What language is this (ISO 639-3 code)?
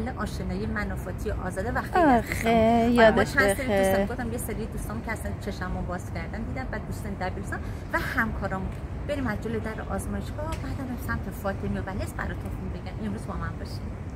fas